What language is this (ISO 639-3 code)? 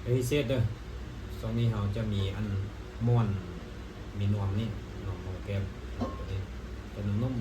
lao